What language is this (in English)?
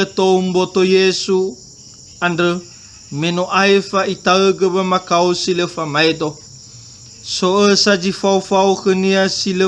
Nias